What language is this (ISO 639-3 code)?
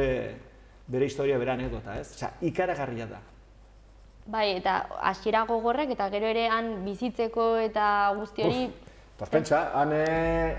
eus